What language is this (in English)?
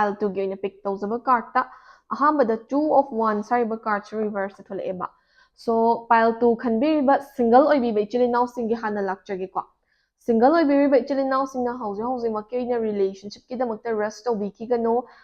Manipuri